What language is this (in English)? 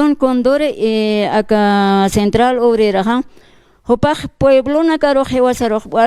Aymara